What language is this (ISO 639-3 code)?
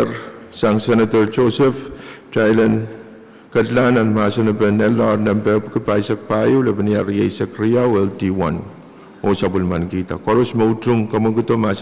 pon